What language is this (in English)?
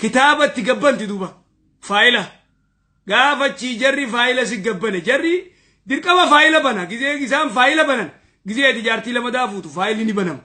Oromo